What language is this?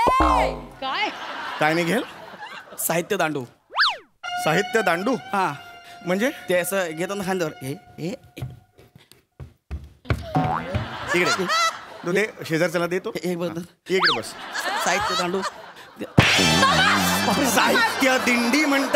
Marathi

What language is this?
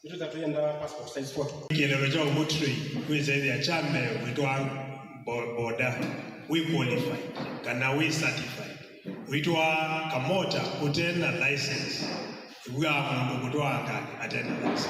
Kamba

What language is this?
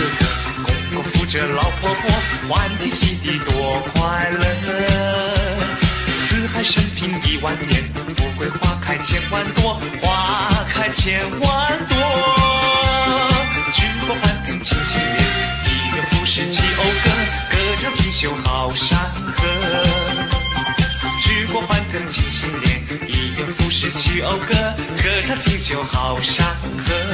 Chinese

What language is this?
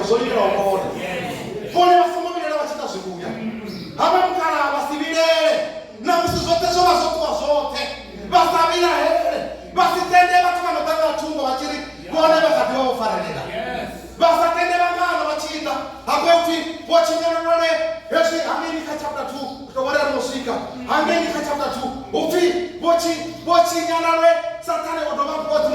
Venda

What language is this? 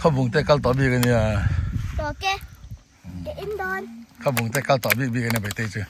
Mizo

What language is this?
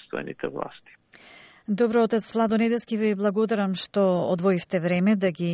Macedonian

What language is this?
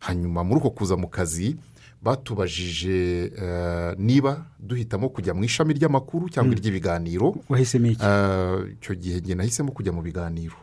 Kinyarwanda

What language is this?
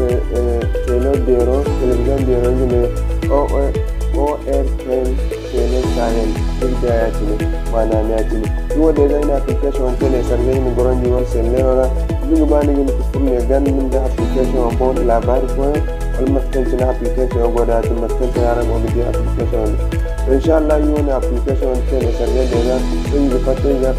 Zarma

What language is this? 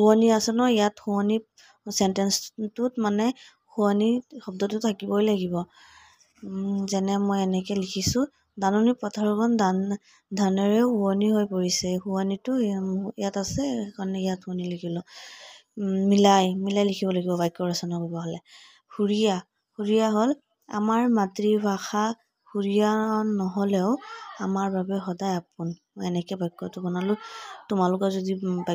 Assamese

